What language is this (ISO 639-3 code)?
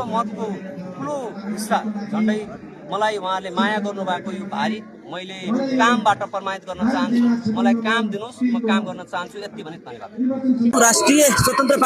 nep